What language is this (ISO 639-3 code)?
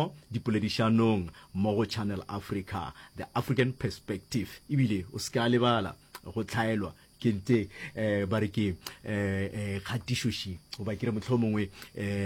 nso